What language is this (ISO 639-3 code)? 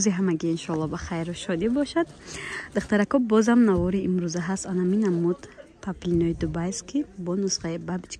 tgk